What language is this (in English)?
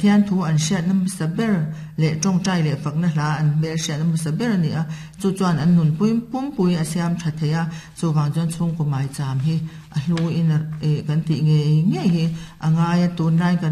Mizo